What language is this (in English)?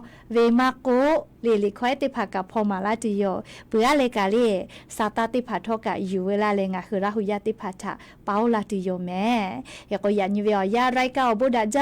Lahu